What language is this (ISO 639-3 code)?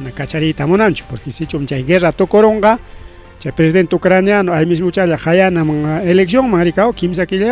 quy